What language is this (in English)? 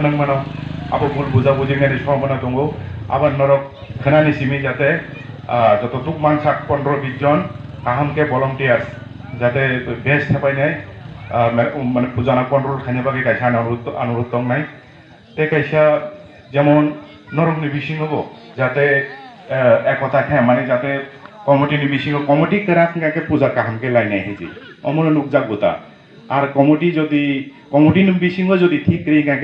Kok Borok